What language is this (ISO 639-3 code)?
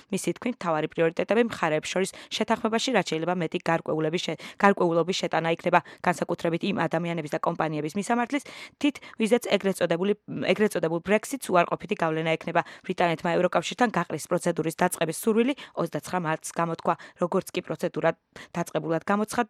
kat